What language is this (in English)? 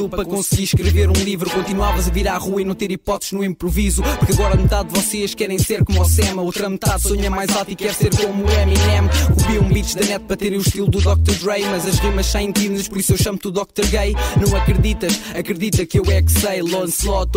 Portuguese